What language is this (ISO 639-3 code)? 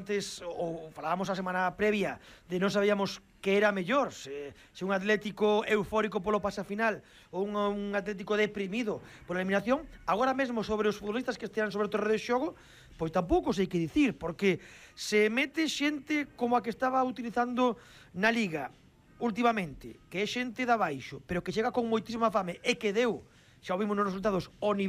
glg